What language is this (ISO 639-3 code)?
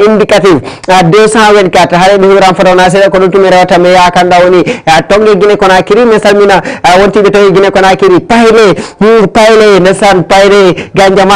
ful